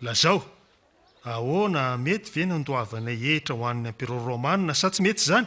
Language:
Malagasy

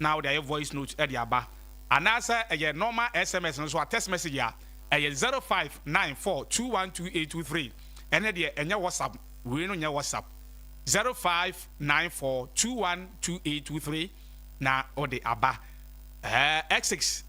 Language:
Akan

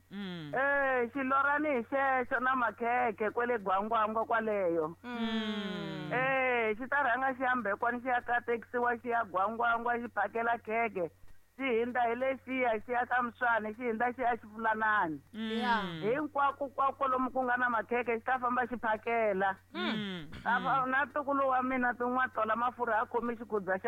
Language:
Tsonga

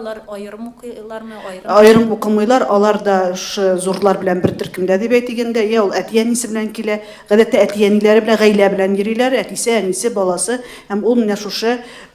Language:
Tatar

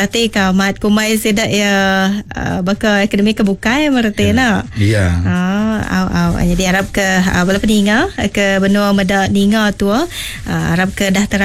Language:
Iban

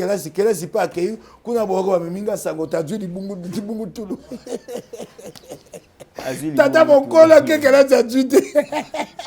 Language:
Lingala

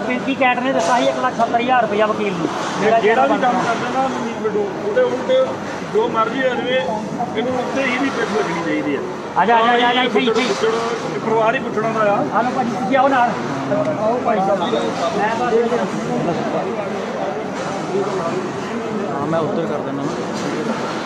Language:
Punjabi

